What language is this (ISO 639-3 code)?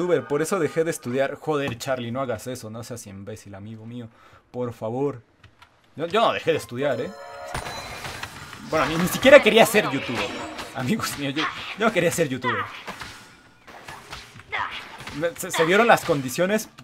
spa